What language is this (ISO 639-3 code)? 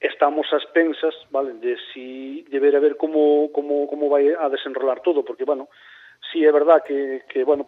glg